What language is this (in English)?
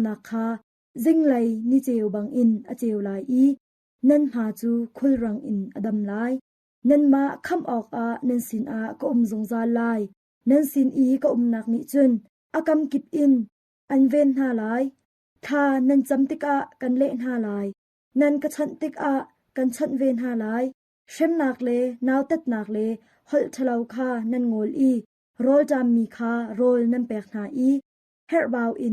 Hakha Chin